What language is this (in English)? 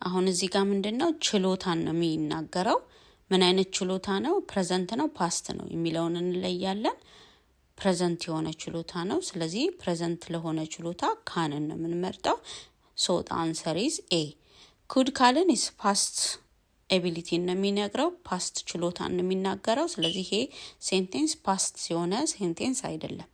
Amharic